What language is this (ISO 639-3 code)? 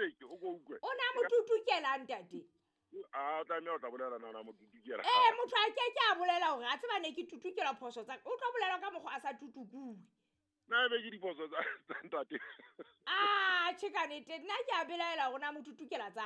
sot